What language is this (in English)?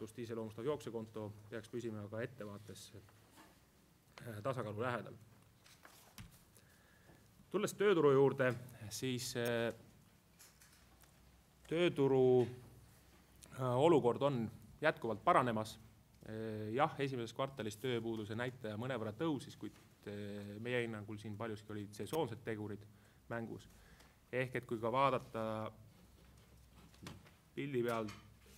Estonian